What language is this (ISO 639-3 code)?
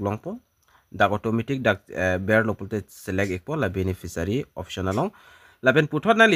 mjw